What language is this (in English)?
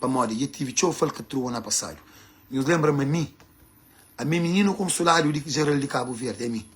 Kabuverdianu